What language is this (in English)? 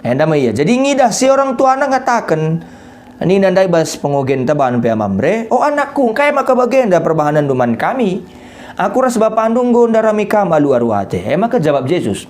Batak Karo